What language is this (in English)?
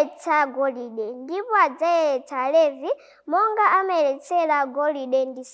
Nyanja